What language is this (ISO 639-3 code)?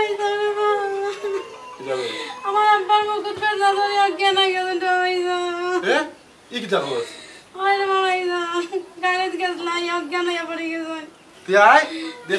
syl